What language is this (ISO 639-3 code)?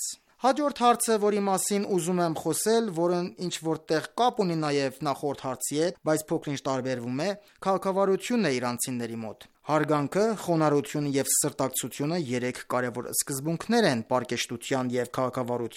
hye